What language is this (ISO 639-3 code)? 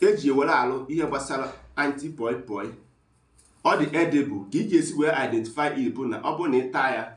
ibo